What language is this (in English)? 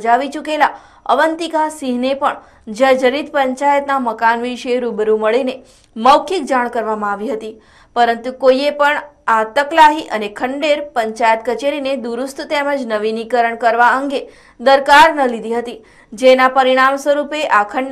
Gujarati